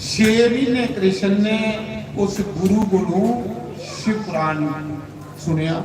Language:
Dogri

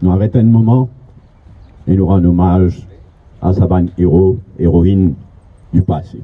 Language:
Morisyen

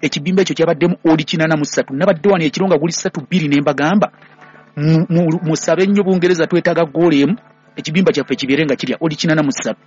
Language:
Ganda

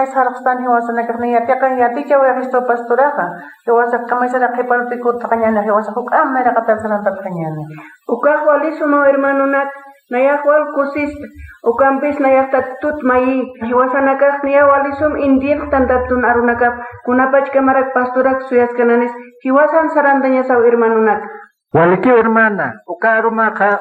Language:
Aymara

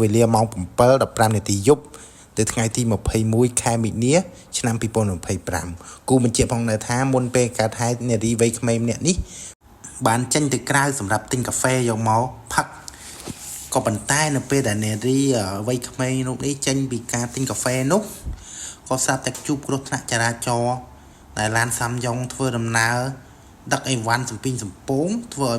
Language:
Khmer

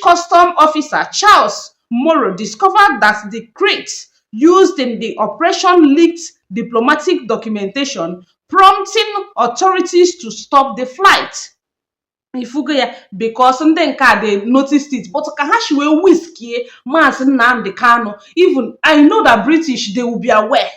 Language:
Igbo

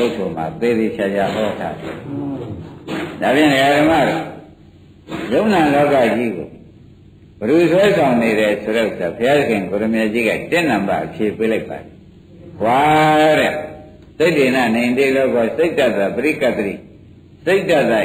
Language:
Burmese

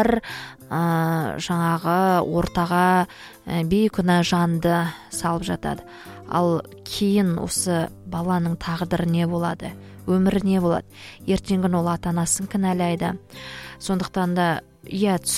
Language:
Kazakh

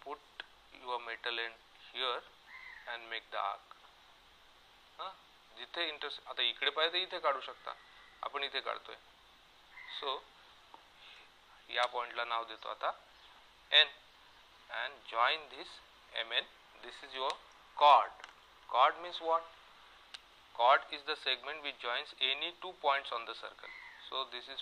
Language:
Marathi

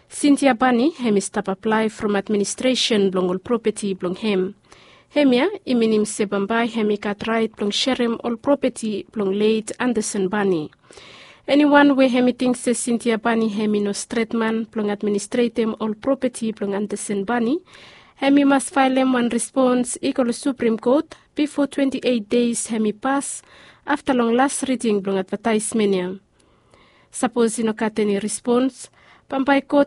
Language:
Bislama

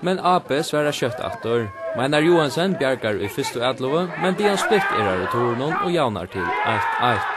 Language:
Faroese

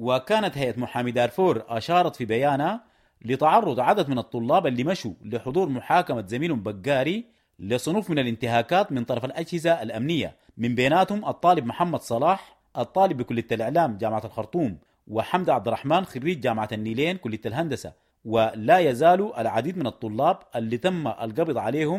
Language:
Sudanese Arabic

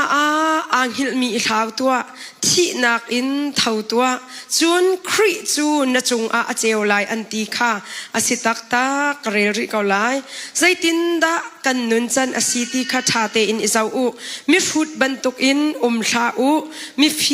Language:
Hakha Chin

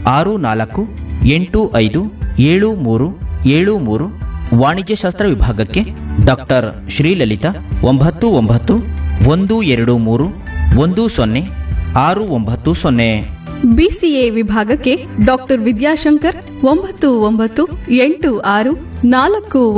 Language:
Kannada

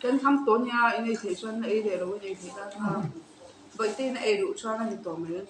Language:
Mizo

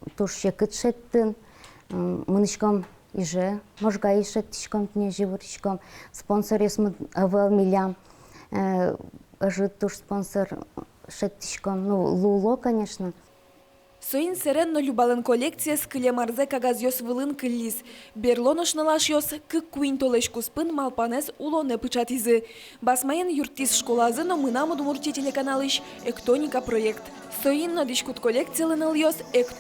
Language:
Udmurt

